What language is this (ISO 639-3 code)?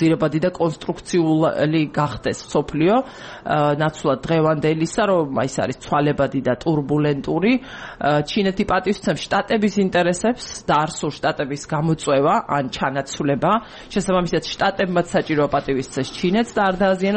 kat